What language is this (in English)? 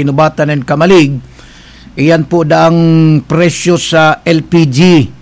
Bikol